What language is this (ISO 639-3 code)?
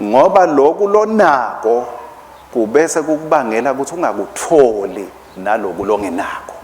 ssw